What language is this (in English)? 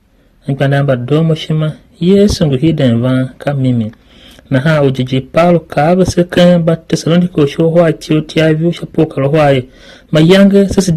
Tiv